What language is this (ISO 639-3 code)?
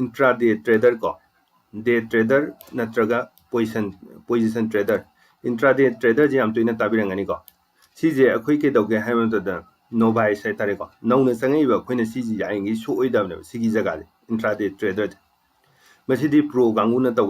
mni